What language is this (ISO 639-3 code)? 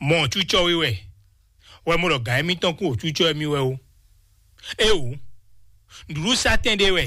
fon